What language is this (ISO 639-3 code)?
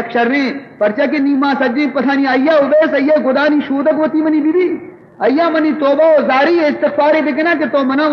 bal